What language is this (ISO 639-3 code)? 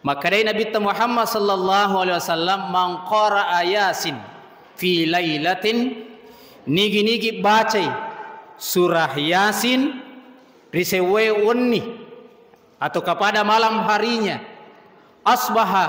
bug